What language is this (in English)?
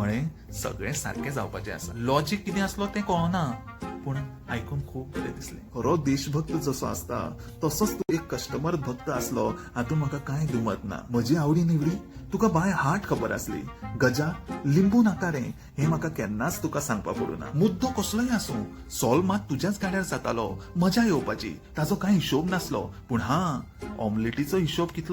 Konkani